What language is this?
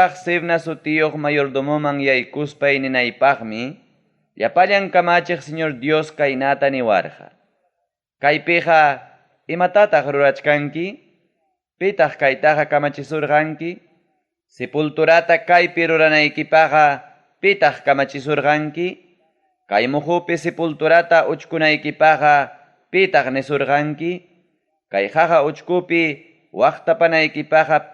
Ayacucho Quechua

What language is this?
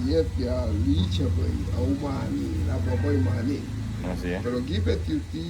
Garifuna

